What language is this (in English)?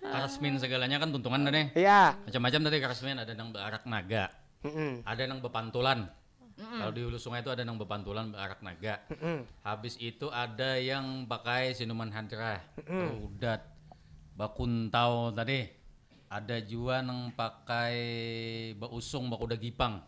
Banjar